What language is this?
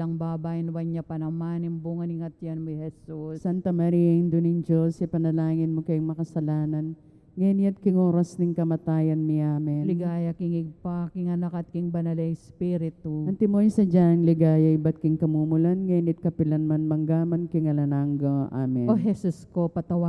Pampanga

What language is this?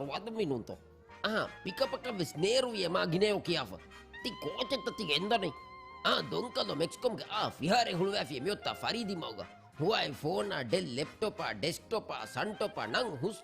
Divehi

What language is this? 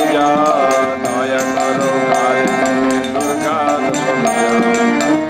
Bangla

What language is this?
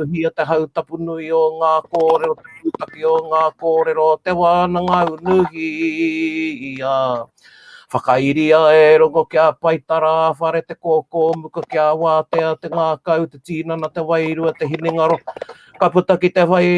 Māori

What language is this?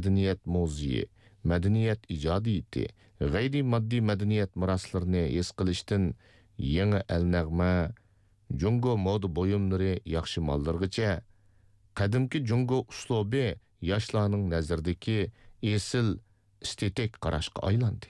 Uyghur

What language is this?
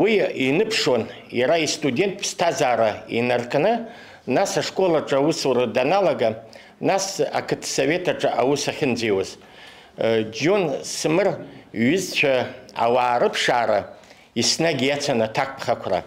Abkhazian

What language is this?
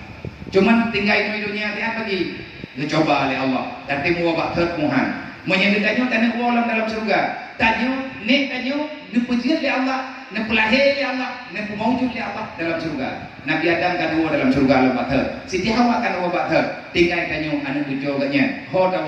Achinese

